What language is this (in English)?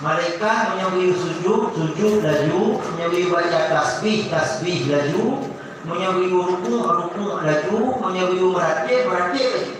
Achinese